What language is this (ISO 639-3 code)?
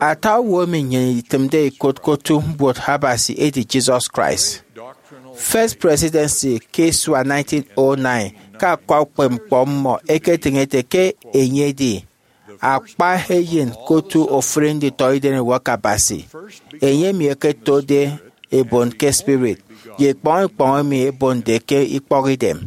efi